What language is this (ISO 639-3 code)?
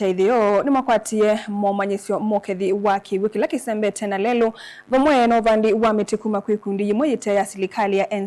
kam